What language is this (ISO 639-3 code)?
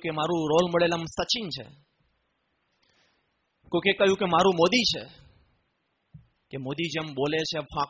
guj